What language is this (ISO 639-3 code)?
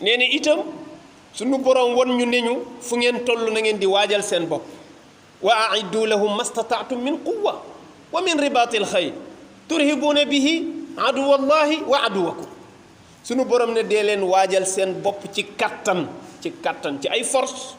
wol